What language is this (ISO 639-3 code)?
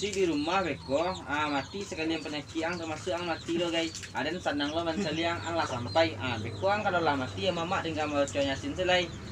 min